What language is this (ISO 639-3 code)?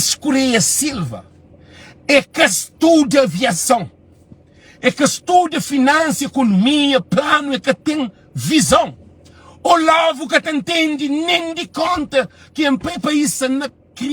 kea